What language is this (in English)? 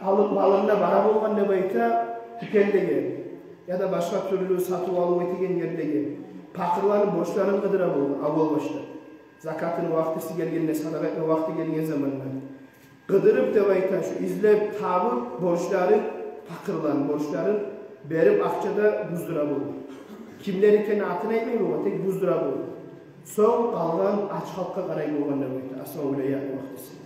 Kumyk